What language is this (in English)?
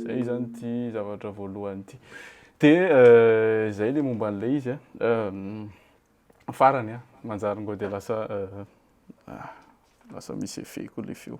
Malagasy